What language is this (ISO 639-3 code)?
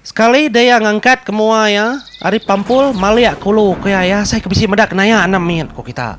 iba